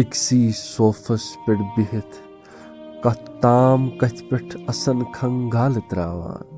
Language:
Kashmiri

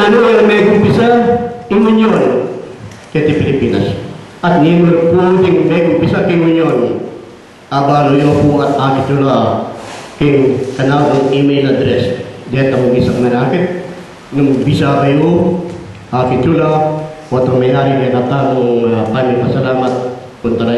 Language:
Pampanga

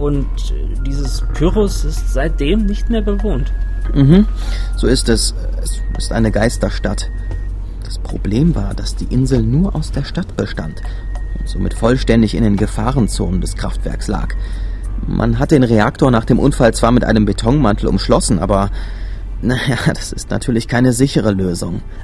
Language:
German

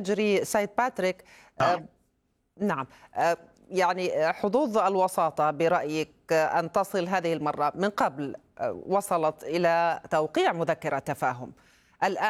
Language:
Arabic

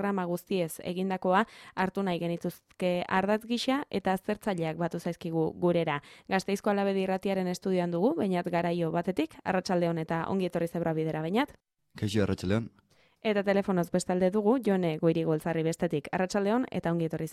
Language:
Basque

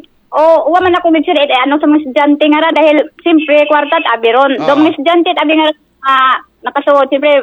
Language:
Aklanon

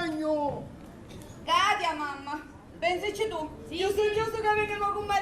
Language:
Sicilian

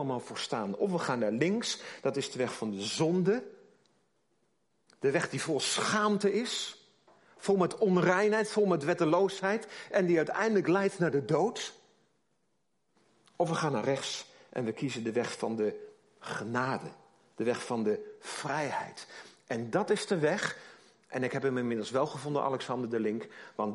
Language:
Dutch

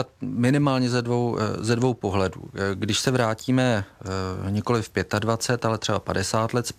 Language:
Czech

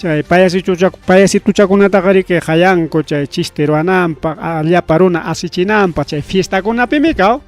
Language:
Ayacucho Quechua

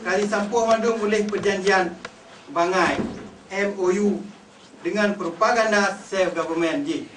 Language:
Achinese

